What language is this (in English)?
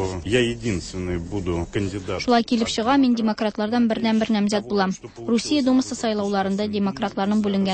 Tatar